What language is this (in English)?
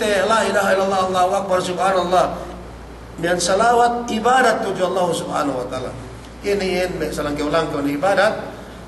Yakan